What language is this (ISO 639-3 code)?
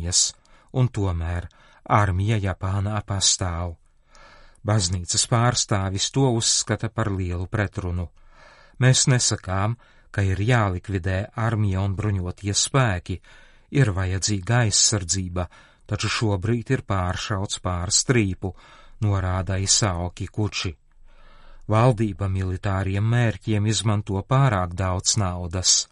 lav